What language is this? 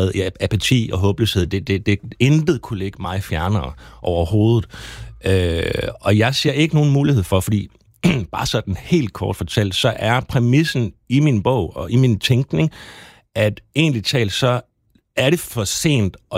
Danish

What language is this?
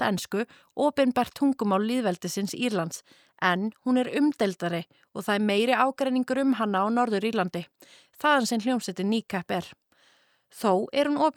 Icelandic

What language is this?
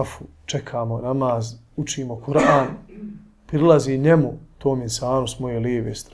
Bosnian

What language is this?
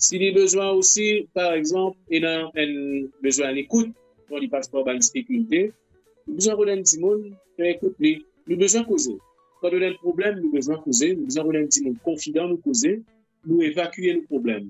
Morisyen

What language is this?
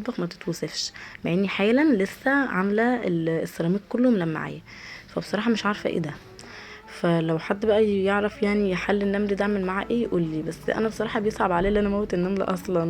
Egyptian Arabic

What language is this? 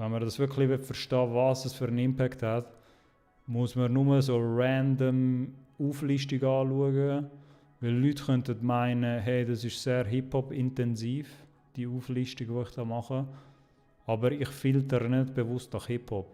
Swiss German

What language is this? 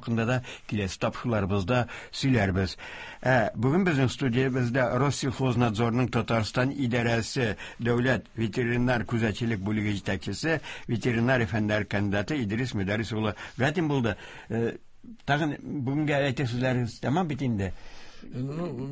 Tatar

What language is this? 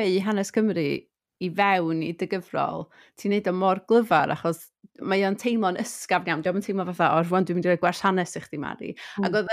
Welsh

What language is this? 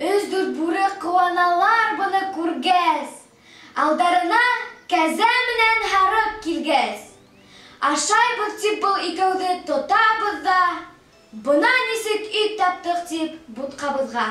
Bashkir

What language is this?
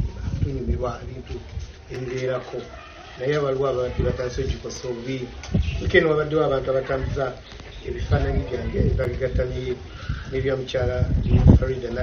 Ganda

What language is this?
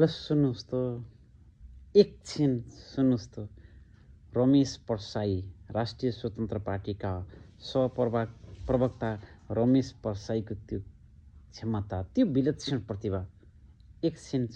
Nepali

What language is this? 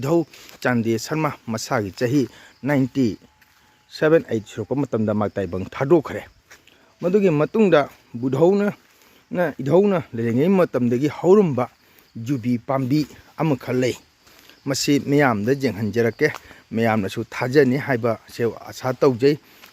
Manipuri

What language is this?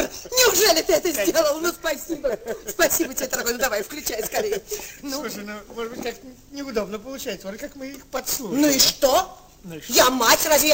Russian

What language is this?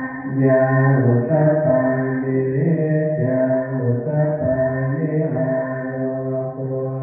Pali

